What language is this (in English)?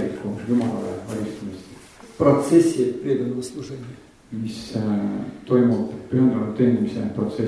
Estonian